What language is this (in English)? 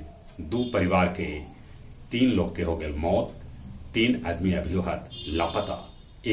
Magahi